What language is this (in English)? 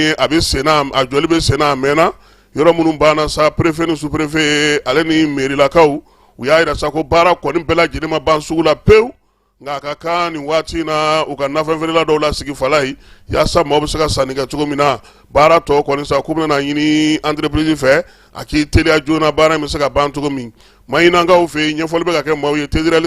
Bambara